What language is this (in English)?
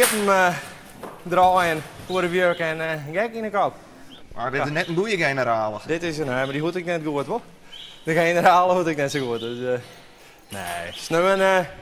Western Frisian